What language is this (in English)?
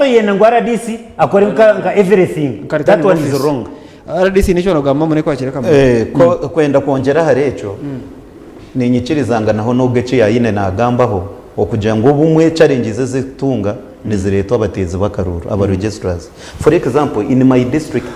Nyankole